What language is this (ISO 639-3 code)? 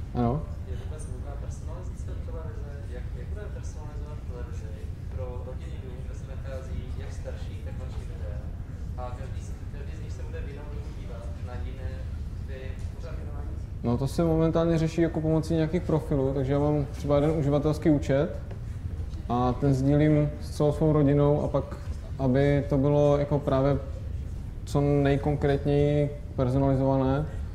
ces